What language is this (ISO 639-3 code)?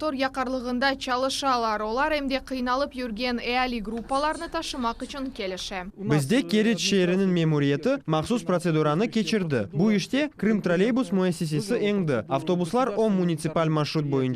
crh